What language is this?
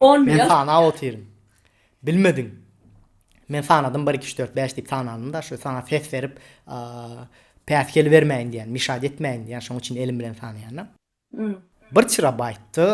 Turkmen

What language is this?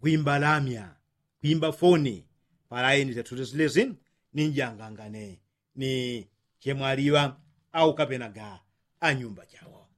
Yao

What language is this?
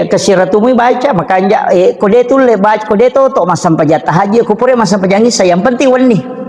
Buginese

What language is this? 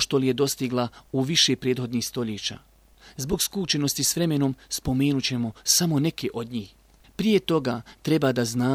Bosnian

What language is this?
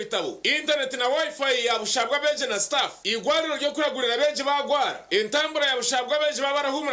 Nyankole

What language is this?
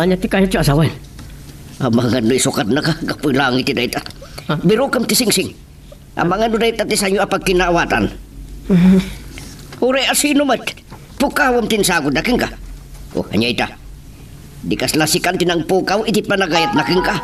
Iloko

